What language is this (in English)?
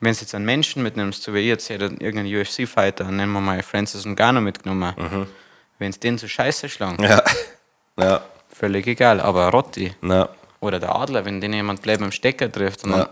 Bavarian